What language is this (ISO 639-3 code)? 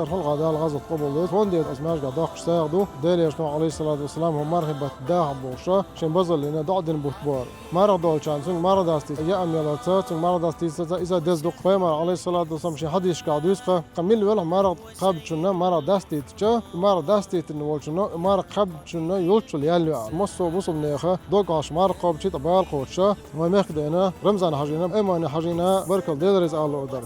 che